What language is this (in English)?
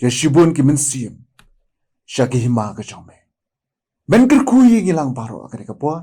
Khasi